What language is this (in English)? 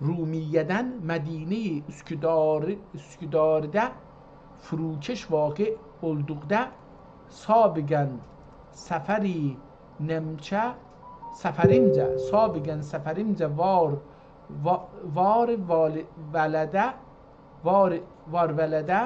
South Azerbaijani